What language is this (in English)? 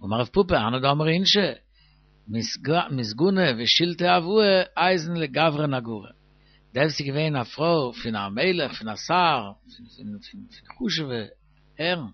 Yiddish